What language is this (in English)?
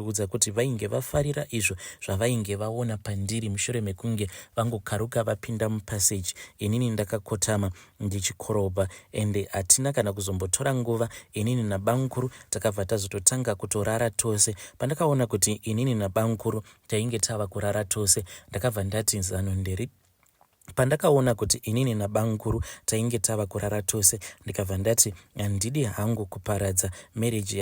Shona